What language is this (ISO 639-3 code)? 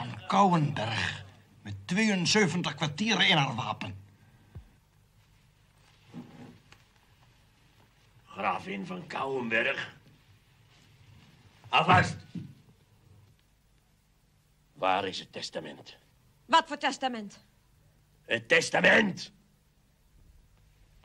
nld